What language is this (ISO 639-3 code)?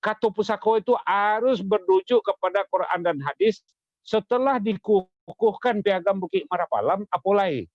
min